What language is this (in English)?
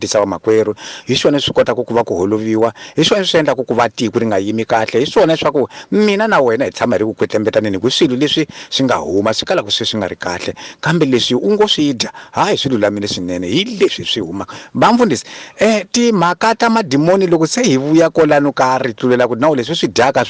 Tsonga